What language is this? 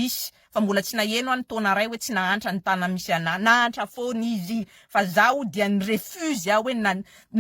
Malagasy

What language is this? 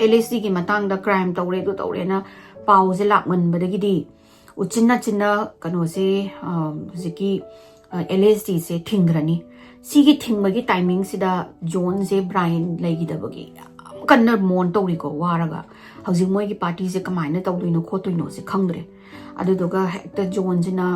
Manipuri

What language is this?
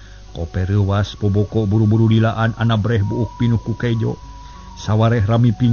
Sundanese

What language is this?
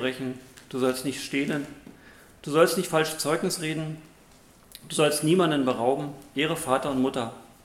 German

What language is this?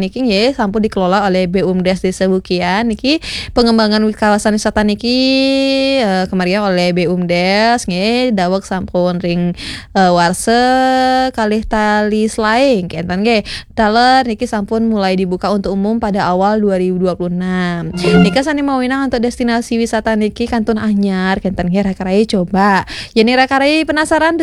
Balinese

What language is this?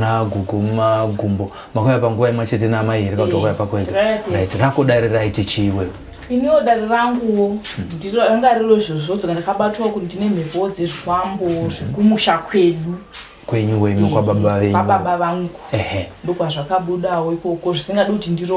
Shona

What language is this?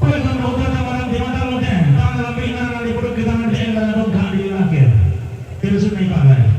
Toraja-Sa'dan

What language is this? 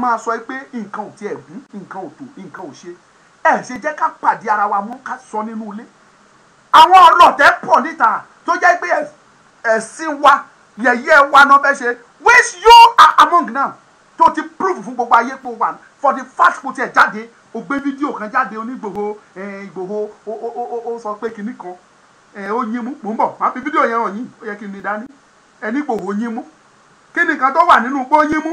Yoruba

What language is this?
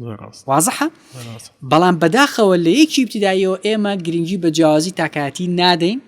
Central Kurdish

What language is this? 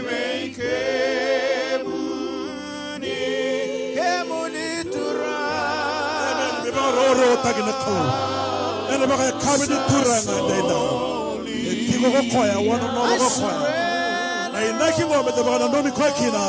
Fijian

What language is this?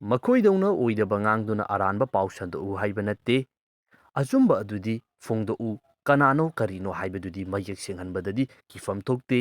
Manipuri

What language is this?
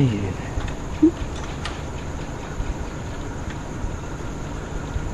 Burmese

